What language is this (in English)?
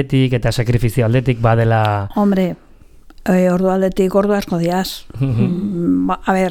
Basque